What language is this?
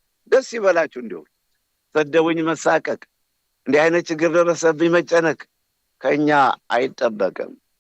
Amharic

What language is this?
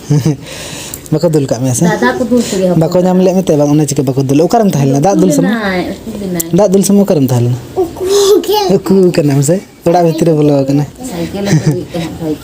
Santali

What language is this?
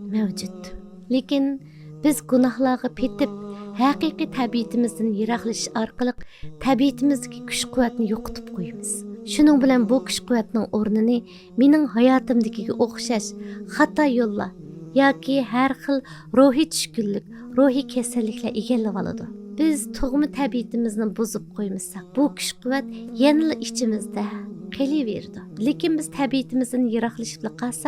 Uyghur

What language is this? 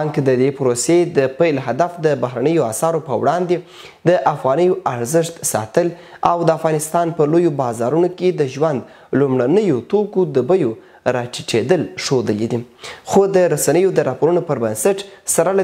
Pashto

